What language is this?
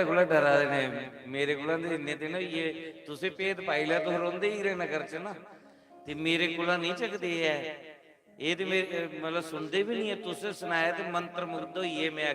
Dogri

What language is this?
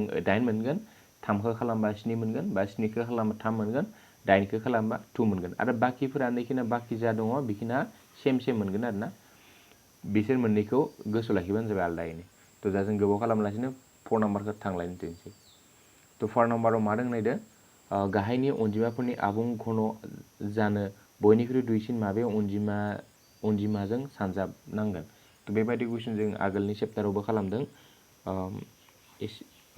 Bodo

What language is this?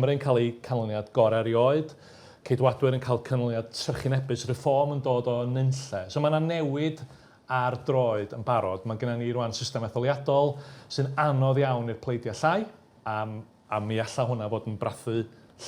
Welsh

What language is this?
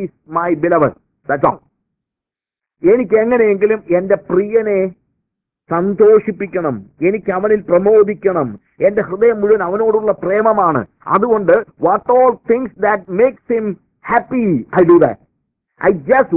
Malayalam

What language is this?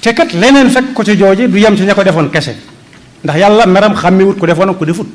Wolof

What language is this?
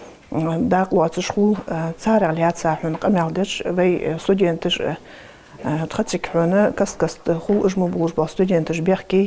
Ingush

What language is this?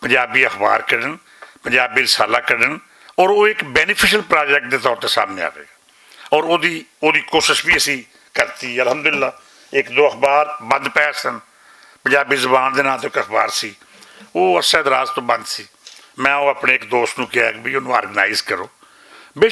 Western Panjabi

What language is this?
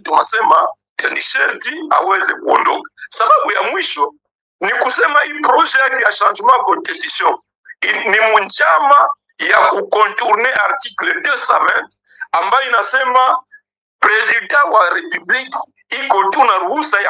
Swahili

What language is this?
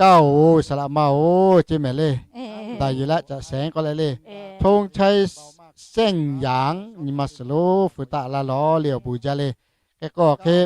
Lahu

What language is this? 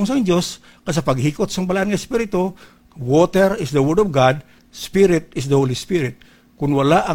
Hiligaynon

